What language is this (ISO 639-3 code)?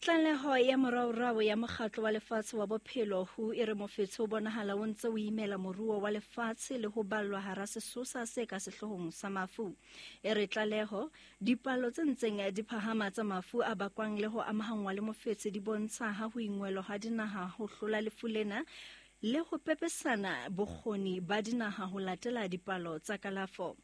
sot